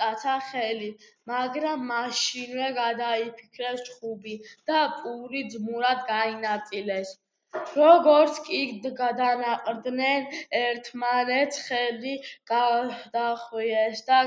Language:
Georgian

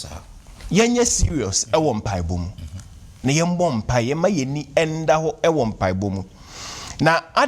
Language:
Akan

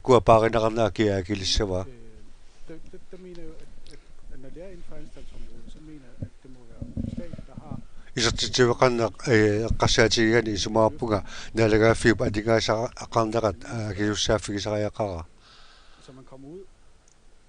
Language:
Kalaallisut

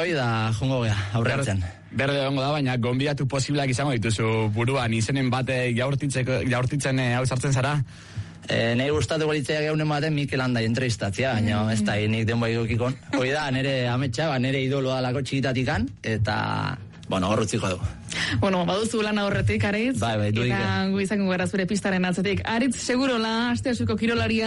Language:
Basque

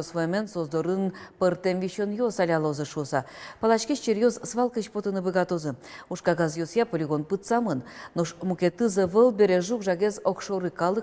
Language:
Udmurt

